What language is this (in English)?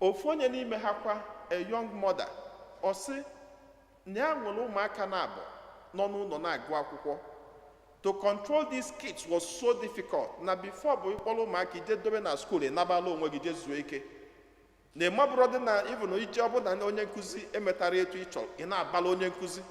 Igbo